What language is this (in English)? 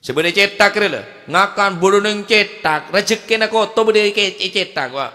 Madurese